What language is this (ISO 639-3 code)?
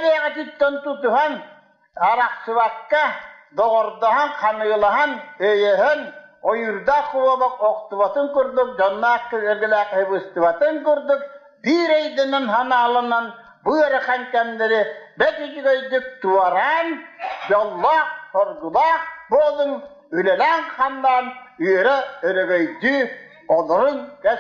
sah